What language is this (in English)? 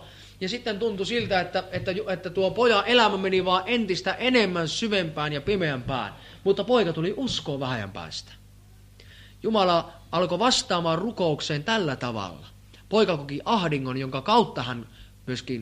Finnish